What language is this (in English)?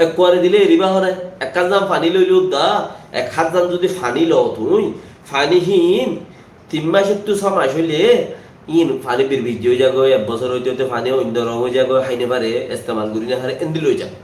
Rohingya